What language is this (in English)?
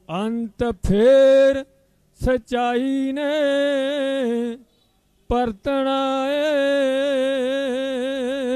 Punjabi